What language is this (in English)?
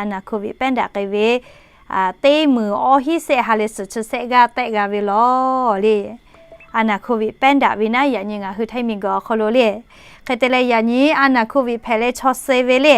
Lahu